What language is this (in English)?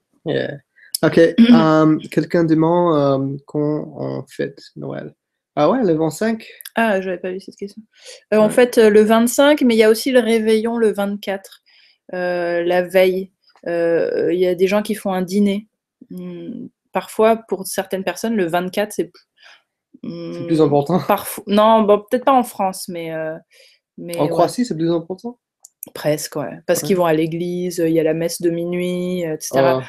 French